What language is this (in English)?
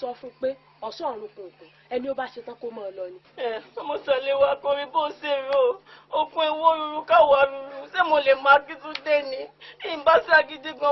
Yoruba